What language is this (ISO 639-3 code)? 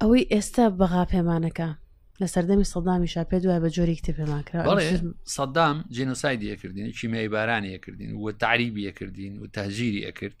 ckb